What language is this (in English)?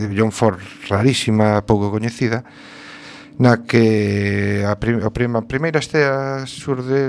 Galician